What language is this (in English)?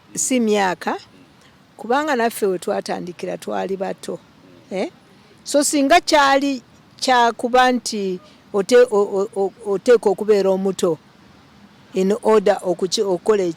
Ganda